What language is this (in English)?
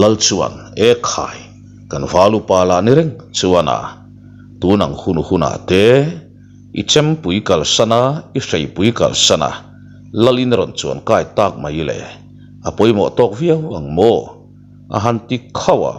Mizo